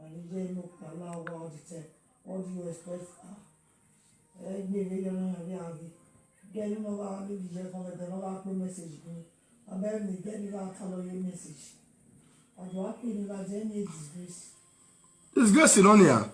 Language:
Nigerian Pidgin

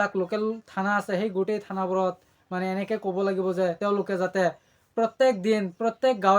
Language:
Assamese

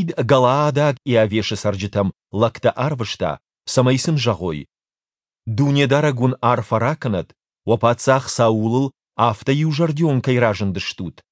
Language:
Ossetic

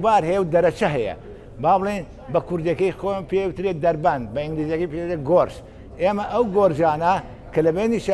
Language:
Central Kurdish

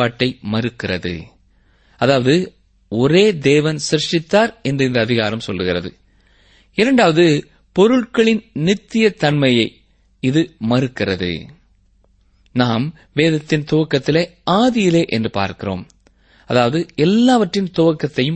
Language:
Tamil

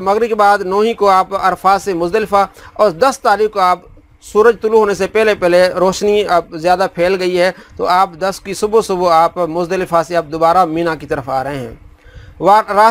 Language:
Urdu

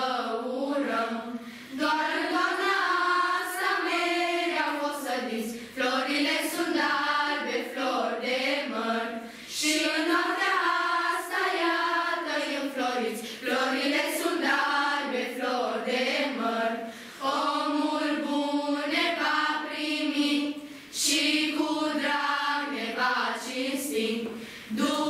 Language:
Romanian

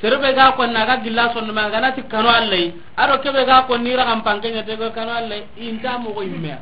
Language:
Soninke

